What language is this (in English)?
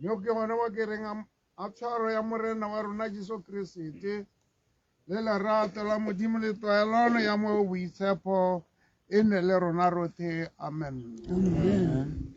Tswana